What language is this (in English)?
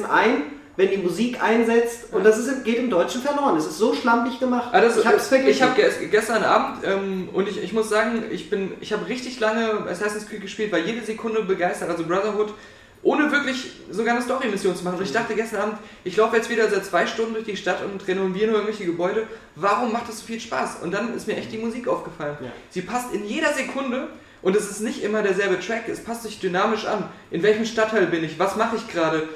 German